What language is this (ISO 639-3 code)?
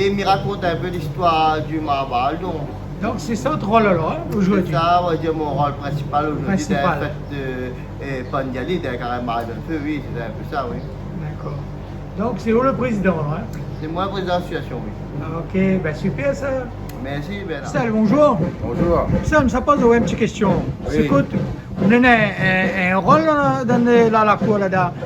rcf